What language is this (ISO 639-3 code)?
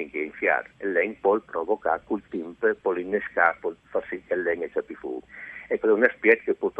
fur